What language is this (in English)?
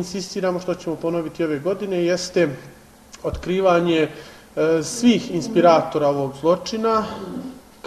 Bosnian